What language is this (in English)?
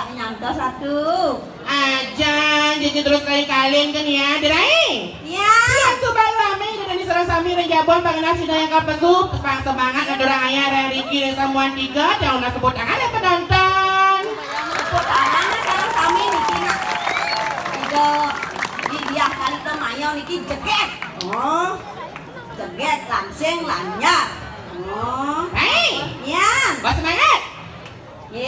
Balinese